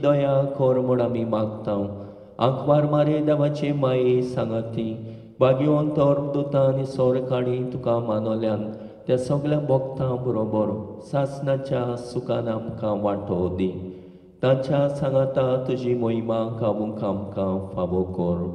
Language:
Konkani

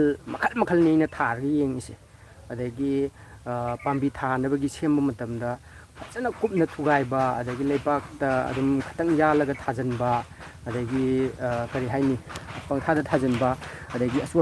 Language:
Manipuri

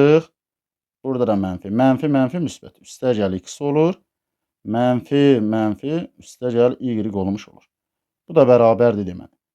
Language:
Azerbaijani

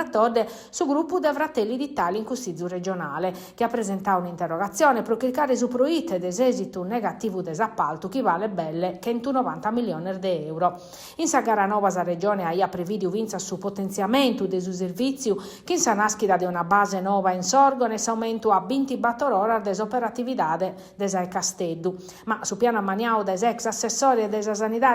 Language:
Sardinian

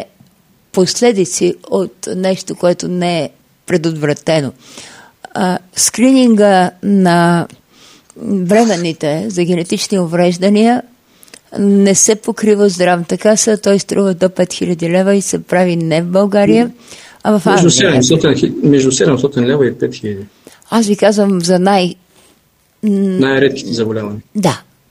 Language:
Bulgarian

